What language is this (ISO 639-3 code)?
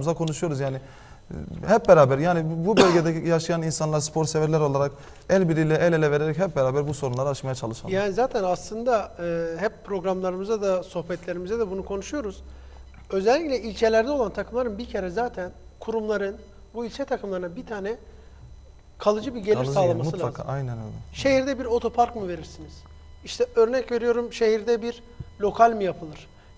tur